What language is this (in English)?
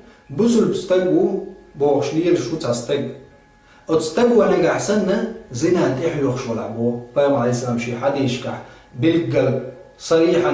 Chechen